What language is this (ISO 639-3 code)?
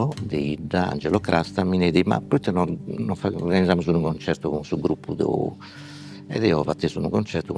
srd